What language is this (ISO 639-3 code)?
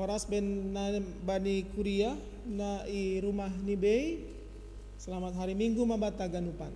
bts